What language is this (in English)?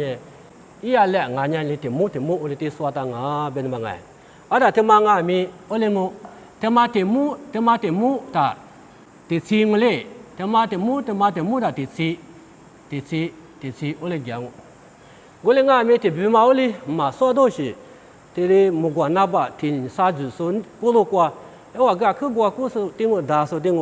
Lisu